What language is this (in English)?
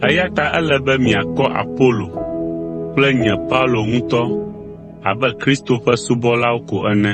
Ewe